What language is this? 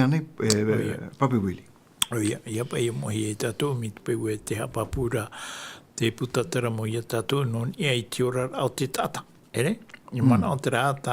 Tahitian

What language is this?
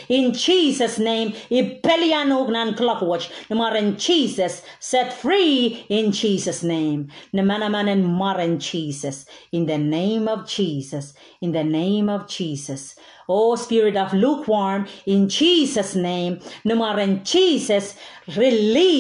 Pohnpeian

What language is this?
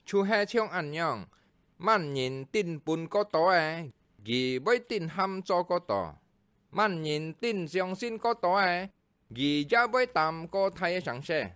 Hakka Chinese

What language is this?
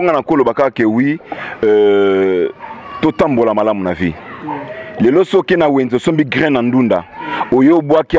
Lingala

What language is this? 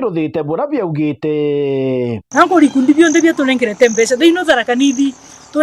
Meru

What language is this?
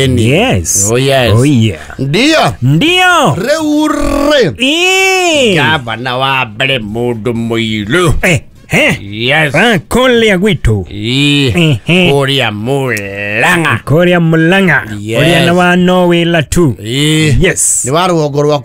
Kikuyu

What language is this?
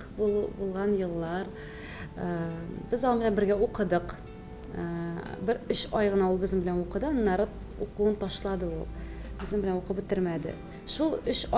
Tatar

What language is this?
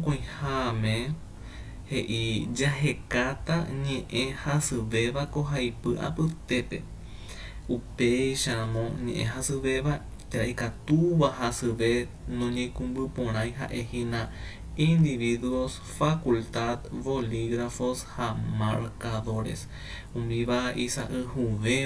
Guarani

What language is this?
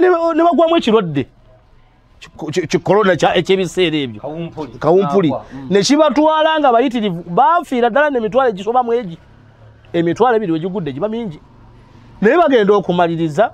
Ganda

